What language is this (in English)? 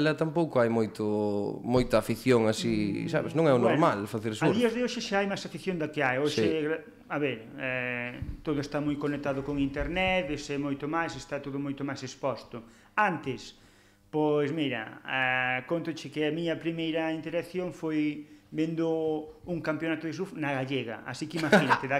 Galician